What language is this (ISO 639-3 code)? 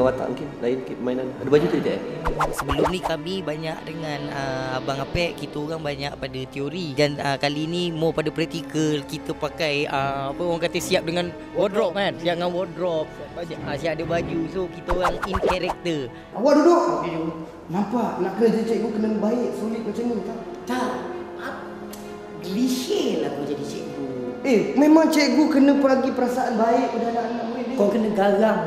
msa